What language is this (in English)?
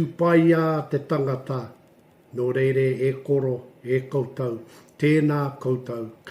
Māori